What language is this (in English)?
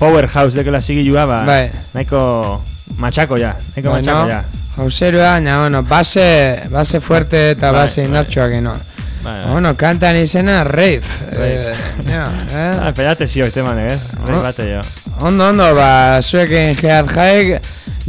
Basque